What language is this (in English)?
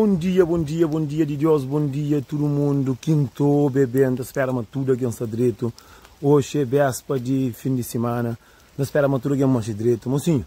Kabuverdianu